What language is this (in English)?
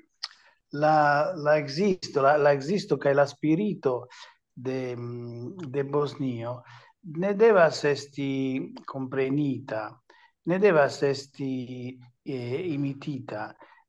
Esperanto